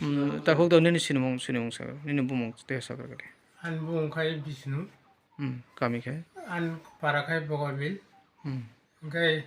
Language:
Kok Borok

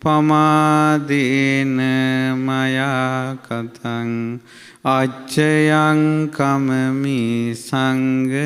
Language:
Sinhala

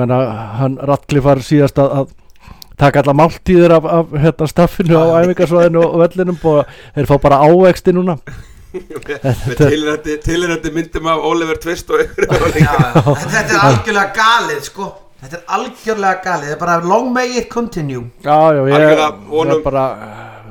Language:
Icelandic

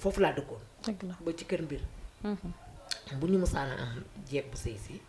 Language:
Wolof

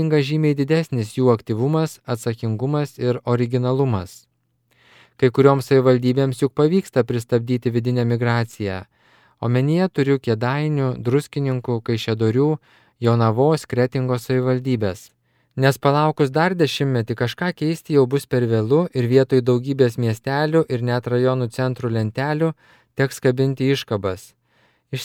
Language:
Lithuanian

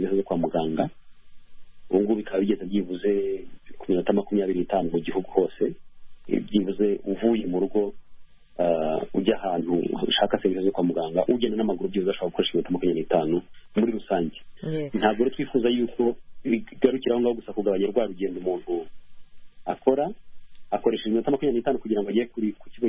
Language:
Kinyarwanda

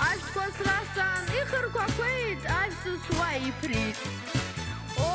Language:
Abkhazian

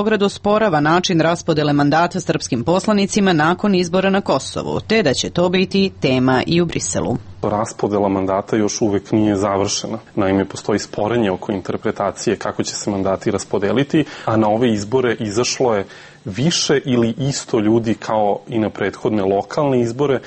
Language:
Serbian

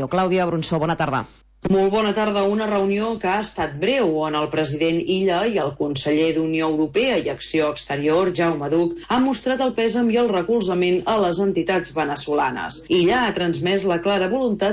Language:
Catalan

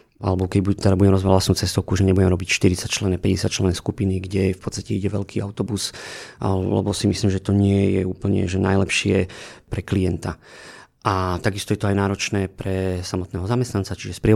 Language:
Slovak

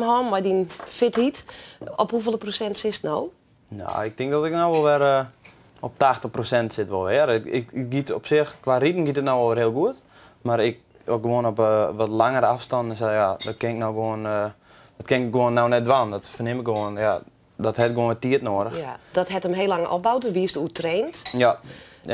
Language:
Western Frisian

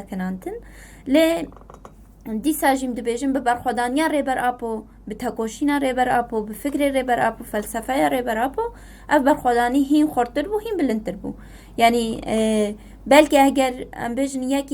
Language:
Kurdish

